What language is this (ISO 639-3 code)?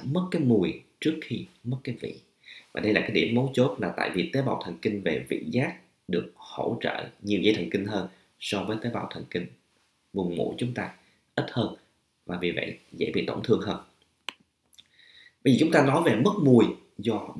vie